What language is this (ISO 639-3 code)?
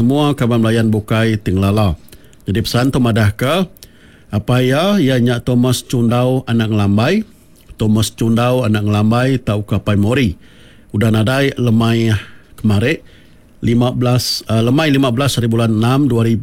iba